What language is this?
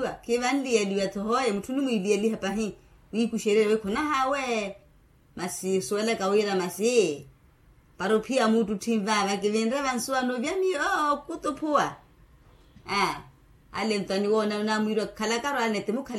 Makhuwa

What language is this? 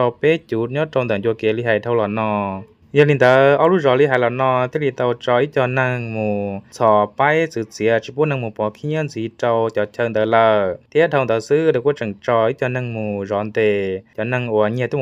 Hmong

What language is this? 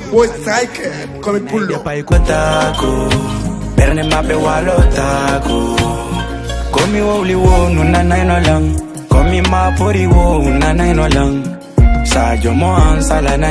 Fula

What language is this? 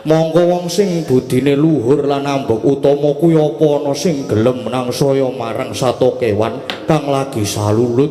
Javanese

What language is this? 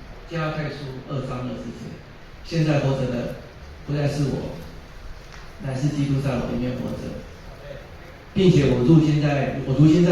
Min Nan Chinese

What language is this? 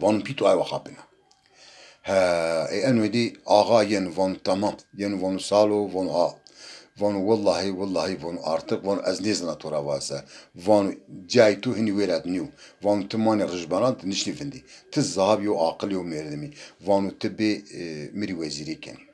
Zaza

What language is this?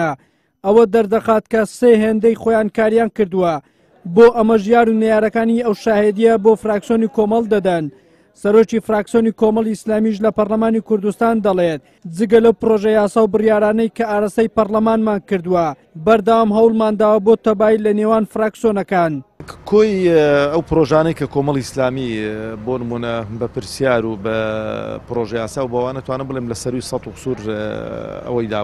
Central Kurdish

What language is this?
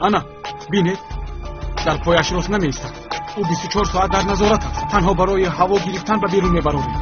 Tajik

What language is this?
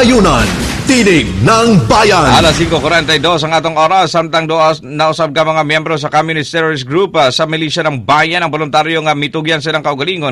Cebuano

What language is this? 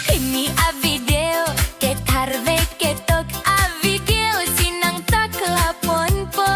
Karbi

